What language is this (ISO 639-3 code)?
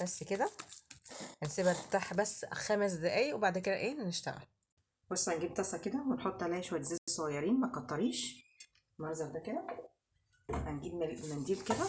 arz